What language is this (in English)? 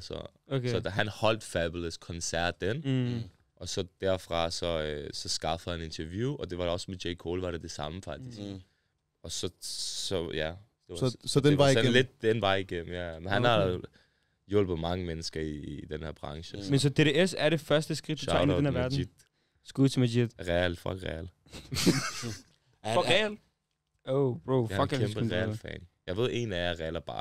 Danish